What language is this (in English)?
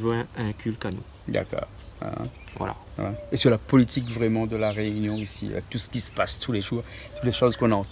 Réunion Creole French